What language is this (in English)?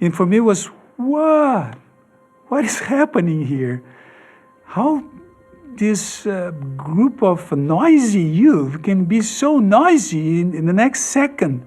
Tahitian